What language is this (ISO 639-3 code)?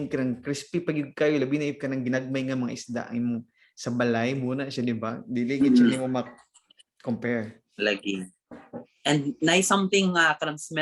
ceb